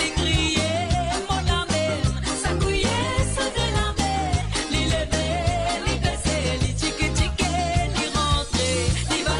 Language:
Morisyen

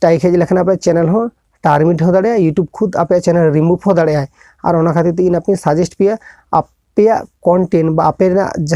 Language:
Santali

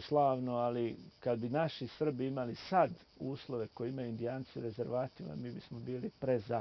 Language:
Bosnian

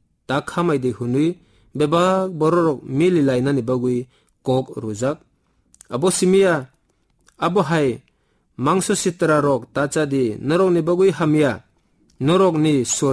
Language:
Kok Borok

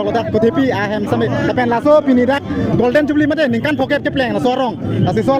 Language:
Karbi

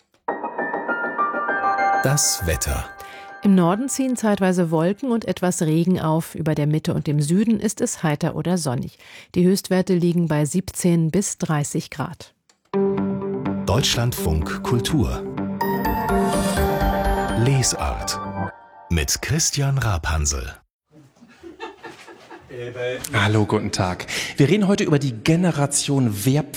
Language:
German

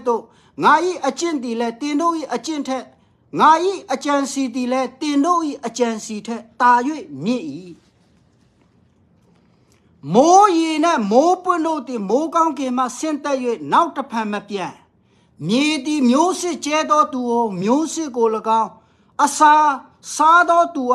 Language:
Burmese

